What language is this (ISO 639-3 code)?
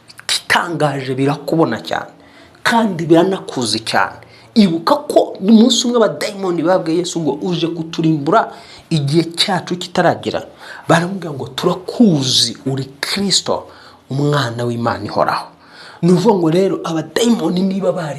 kin